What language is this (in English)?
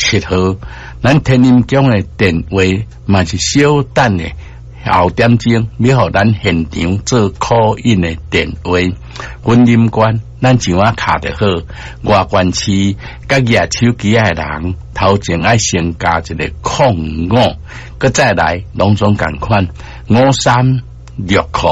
Min Nan Chinese